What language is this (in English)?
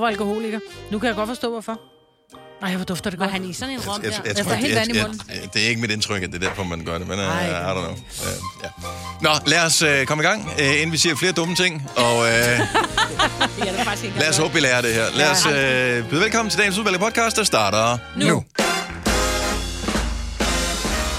Danish